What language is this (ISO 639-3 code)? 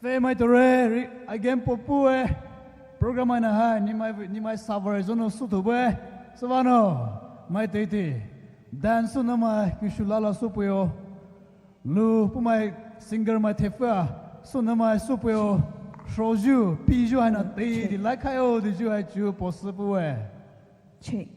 pmx